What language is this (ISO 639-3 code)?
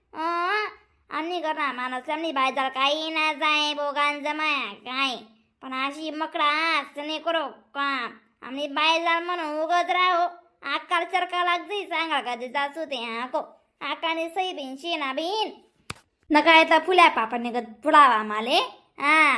khn